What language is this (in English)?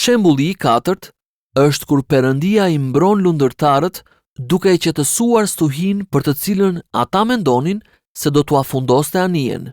Albanian